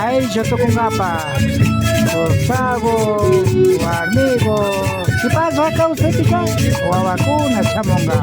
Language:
Imbabura Highland Quichua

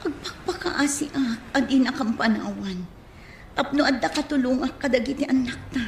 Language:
Iloko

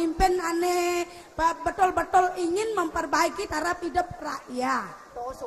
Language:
Balinese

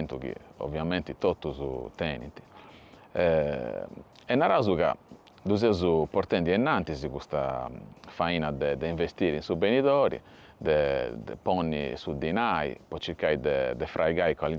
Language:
Sardinian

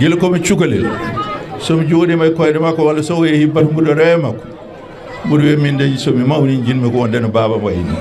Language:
Fula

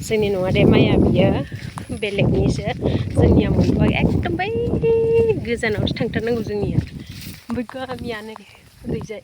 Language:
Bodo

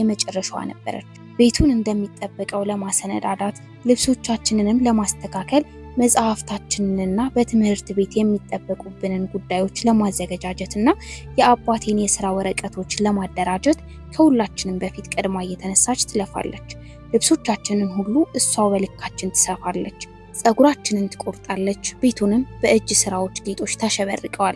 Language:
Amharic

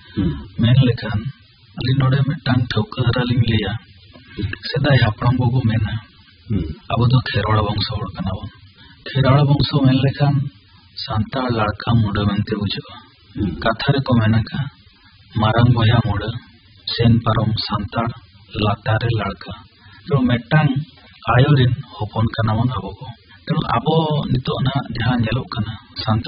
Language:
Santali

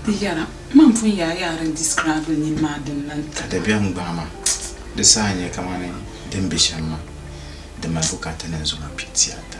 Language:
Dagbani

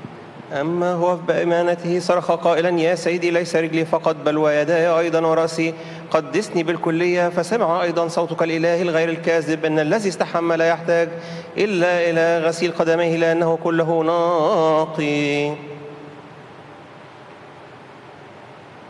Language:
Arabic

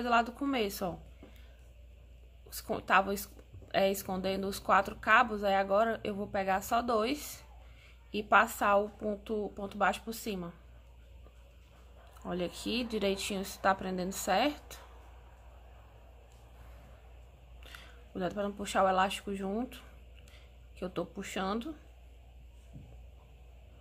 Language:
Portuguese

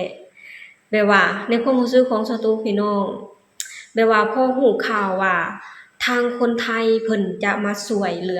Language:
Lao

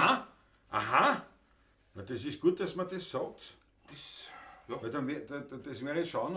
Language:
Bavarian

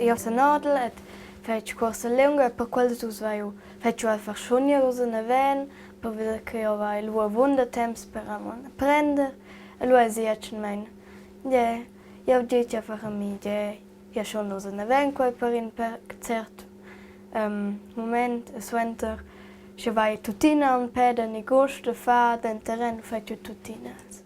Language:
Romansh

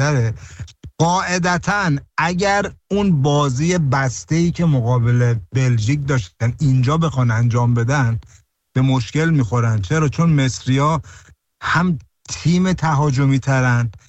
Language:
Persian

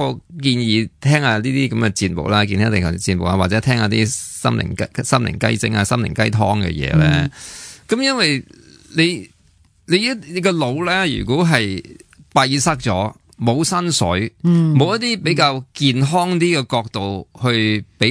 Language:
Cantonese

